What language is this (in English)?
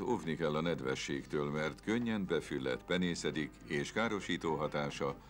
Hungarian